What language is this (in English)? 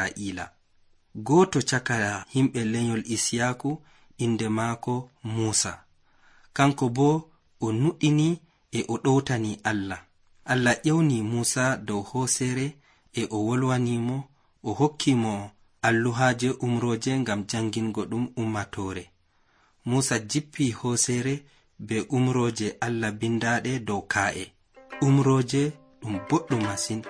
Nigerian Fulfulde